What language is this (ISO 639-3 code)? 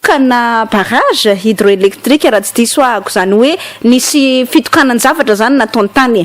mlg